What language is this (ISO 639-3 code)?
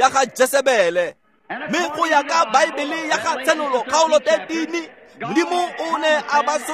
tsn